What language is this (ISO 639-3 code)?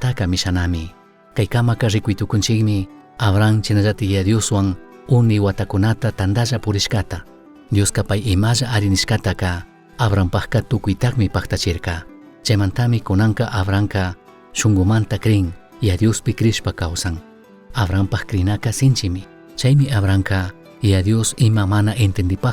qug